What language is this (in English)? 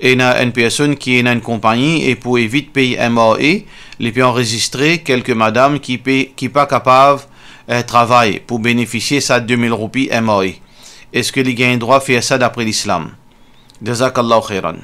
Morisyen